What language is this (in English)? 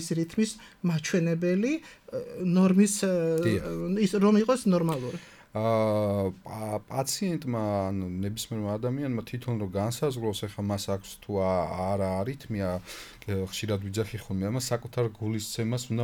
Georgian